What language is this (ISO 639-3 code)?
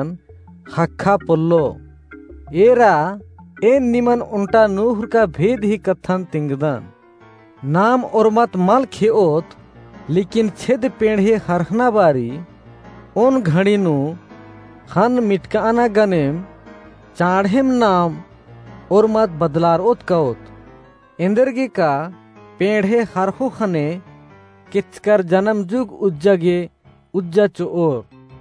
kru